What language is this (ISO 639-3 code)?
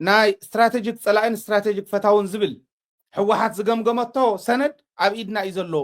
tir